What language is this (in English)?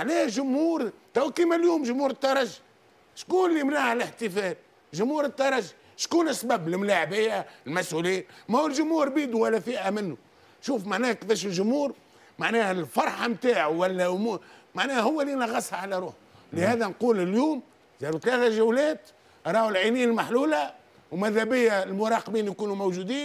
Tunisian Arabic